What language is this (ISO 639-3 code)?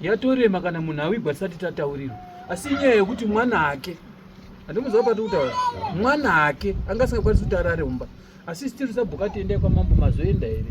sna